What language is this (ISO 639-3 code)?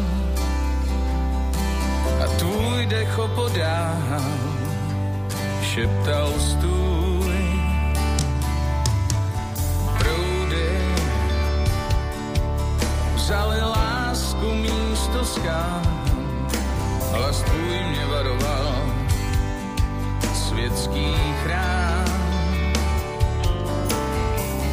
ces